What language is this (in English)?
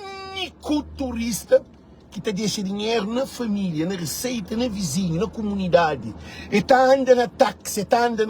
Kabuverdianu